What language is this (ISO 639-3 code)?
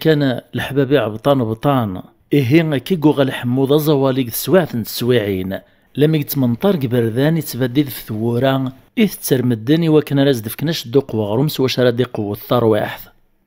kab